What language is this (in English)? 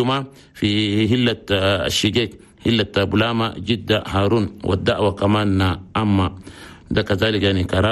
Chadian Arabic